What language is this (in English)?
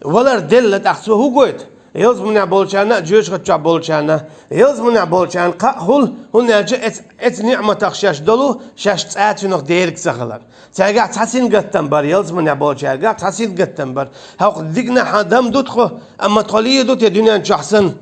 Chechen